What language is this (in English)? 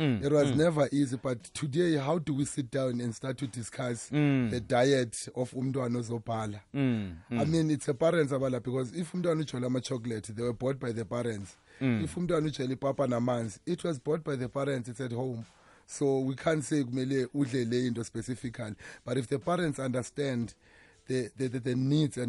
South Ndebele